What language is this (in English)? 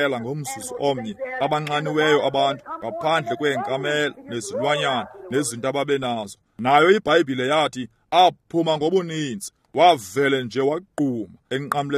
Xhosa